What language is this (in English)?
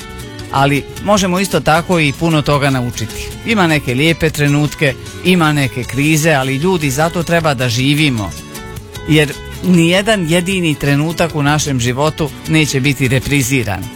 Croatian